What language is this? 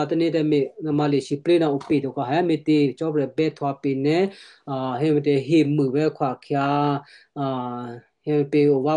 Western Kayah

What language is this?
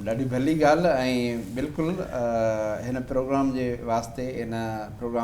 Sindhi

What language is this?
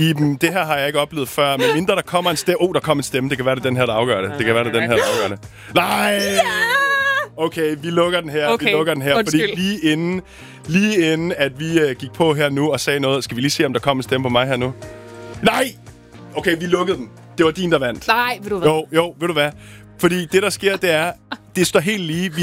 Danish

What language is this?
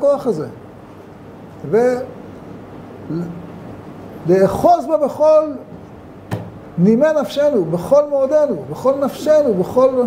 Hebrew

